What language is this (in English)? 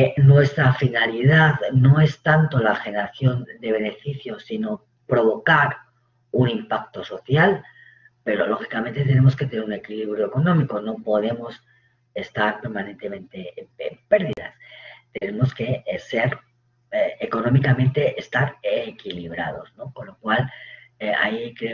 Spanish